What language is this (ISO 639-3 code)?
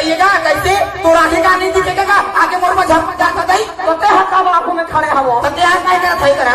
hne